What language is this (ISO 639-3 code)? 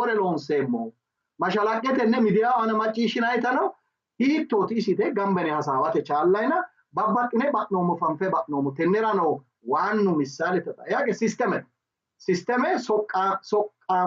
sid